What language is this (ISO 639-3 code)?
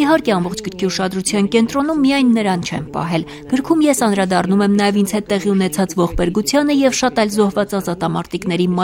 hye